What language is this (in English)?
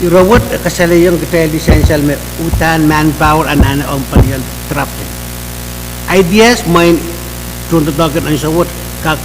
Pohnpeian